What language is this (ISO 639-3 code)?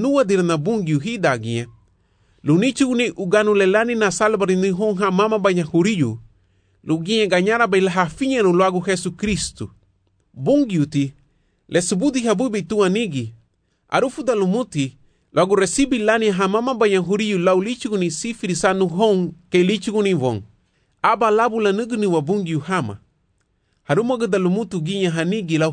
cab